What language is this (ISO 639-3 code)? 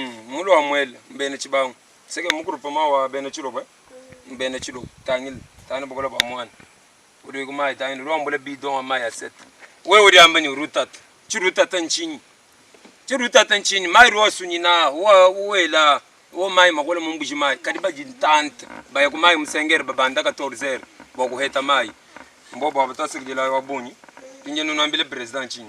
lua